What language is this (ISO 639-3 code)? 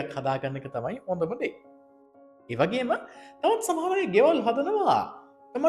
sin